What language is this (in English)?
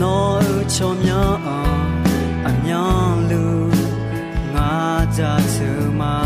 Akha